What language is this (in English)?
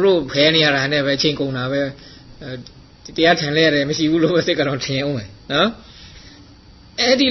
Burmese